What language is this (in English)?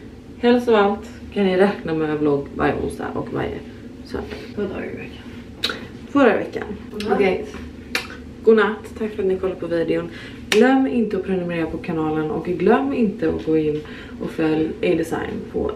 Swedish